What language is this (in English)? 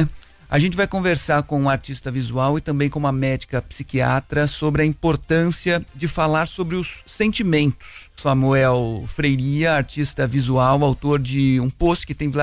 Portuguese